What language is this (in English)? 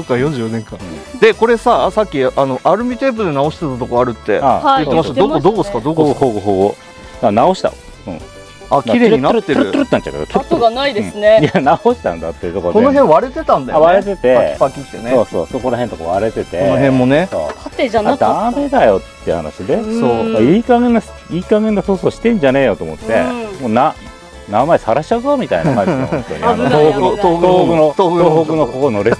Japanese